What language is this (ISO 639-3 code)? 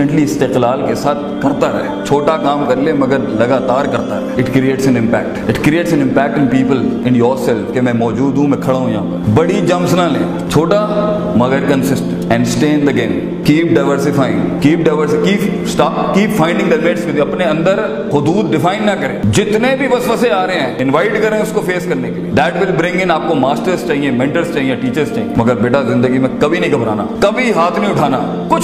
urd